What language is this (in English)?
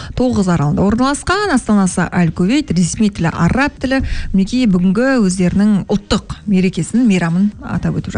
Kazakh